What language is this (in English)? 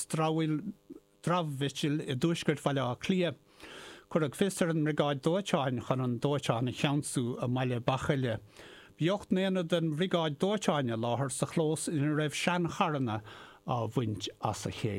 Irish